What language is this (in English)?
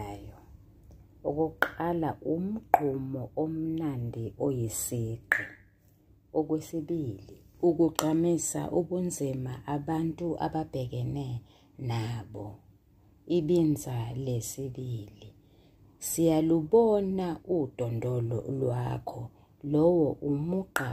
Zulu